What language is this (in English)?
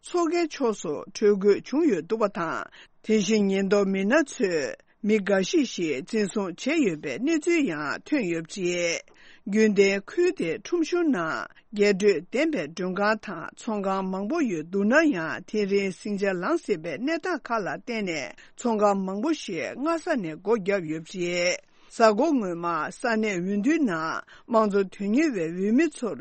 Tibetan